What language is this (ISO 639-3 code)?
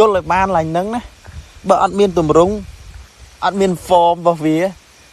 khm